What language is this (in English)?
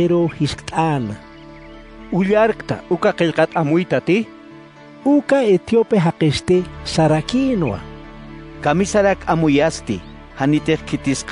Aymara